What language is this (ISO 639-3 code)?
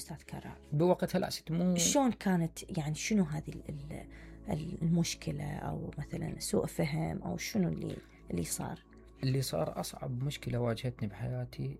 acm